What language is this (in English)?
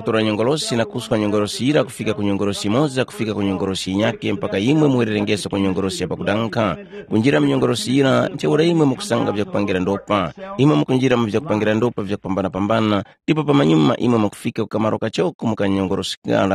Tumbuka